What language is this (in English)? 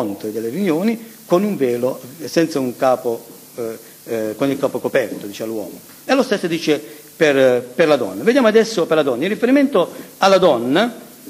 Italian